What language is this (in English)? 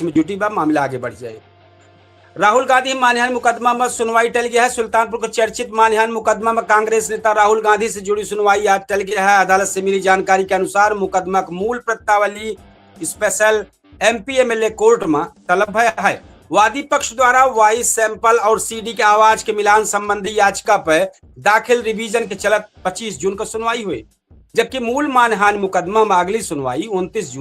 Awadhi